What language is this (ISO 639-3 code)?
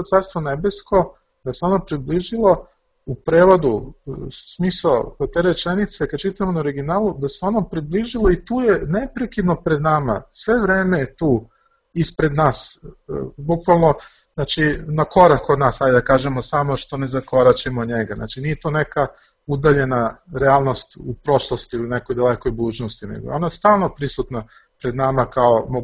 srp